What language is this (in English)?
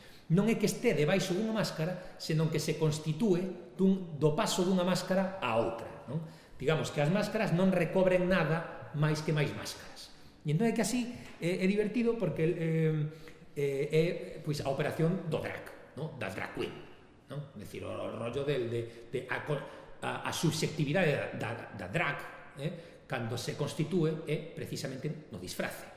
Galician